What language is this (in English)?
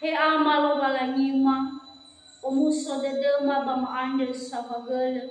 Nias